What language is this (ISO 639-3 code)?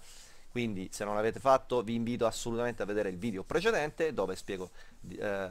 ita